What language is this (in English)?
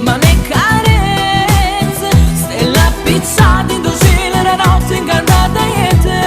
Neapolitan